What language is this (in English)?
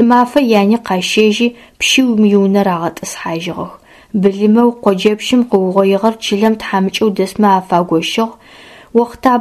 Adyghe